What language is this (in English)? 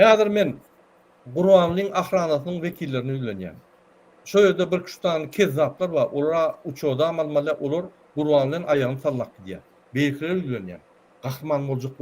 Turkmen